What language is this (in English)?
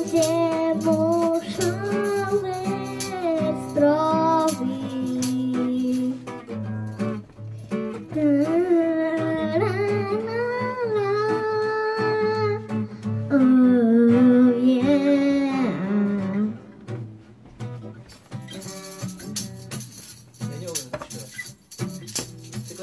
Polish